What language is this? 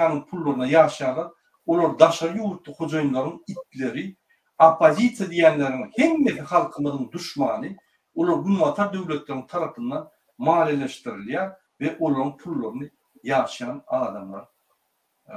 Turkmen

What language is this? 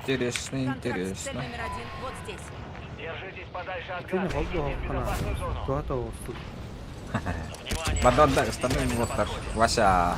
Yakut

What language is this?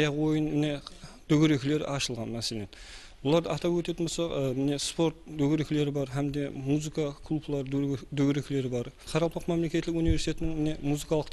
Kara-Kalpak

